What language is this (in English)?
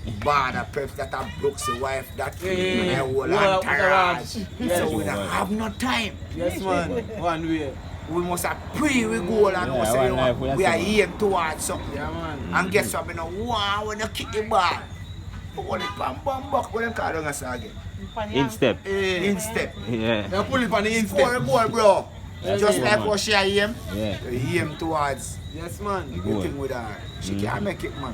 Jamaican Creole English